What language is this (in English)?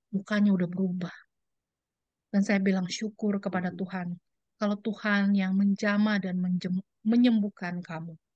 Indonesian